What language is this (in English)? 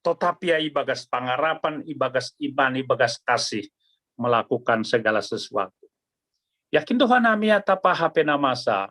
Batak Simalungun